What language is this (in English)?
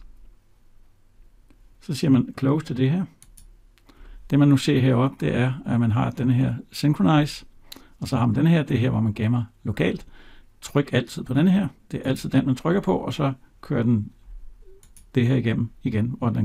Danish